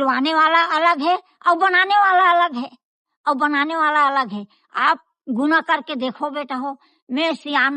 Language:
Chhattisgarhi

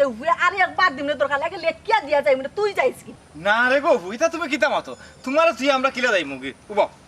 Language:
Sylheti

